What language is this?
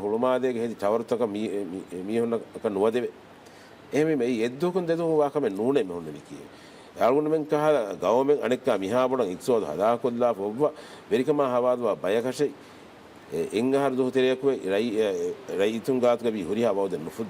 Divehi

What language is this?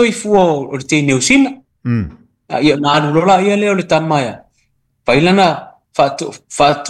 Samoan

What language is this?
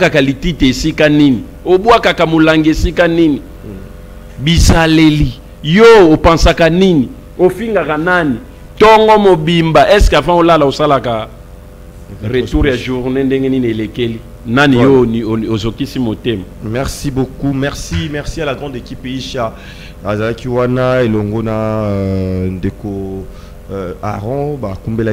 Lingala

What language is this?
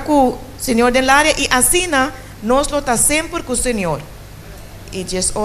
Papiamento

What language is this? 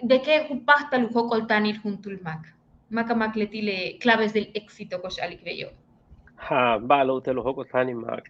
Yucateco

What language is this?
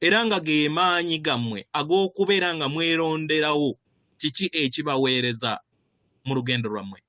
Ganda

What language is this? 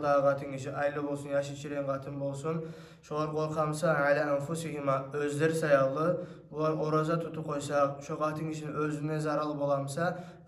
Kumyk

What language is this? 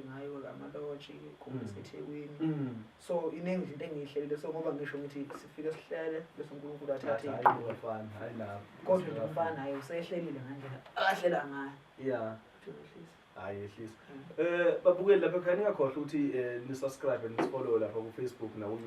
Zulu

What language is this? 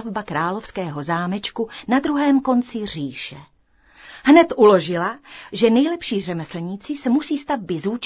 Czech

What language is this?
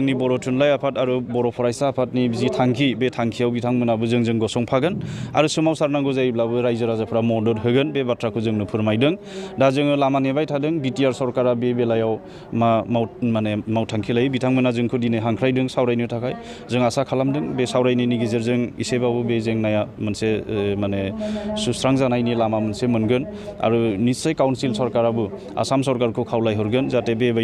Bodo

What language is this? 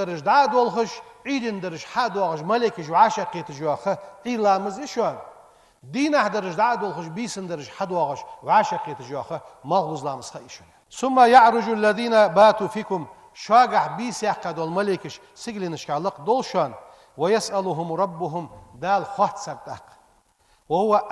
Ingush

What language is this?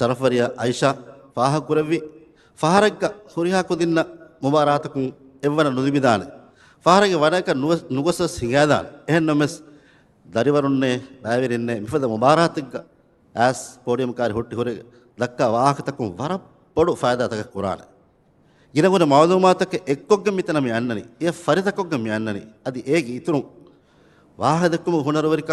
Divehi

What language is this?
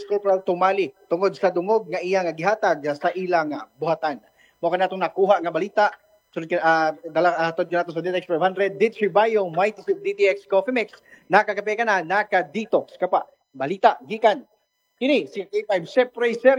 Cebuano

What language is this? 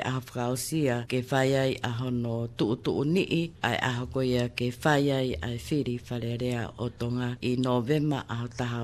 Tongan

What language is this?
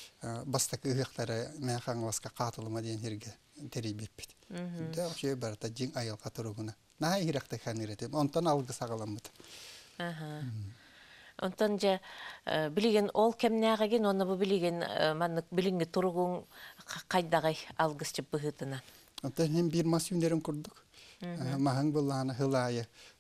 Yakut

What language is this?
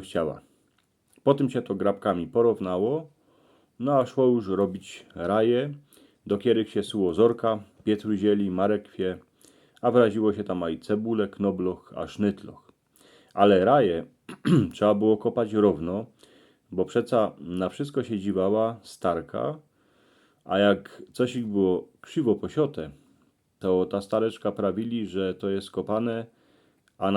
Silesian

